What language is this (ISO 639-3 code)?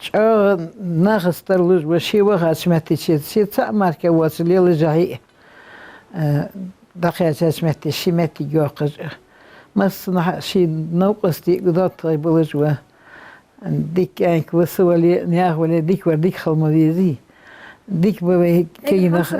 inh